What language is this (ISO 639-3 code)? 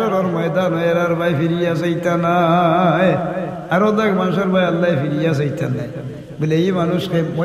syl